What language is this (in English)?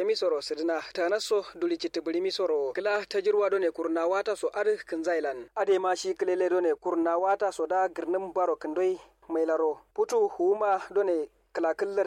Kanuri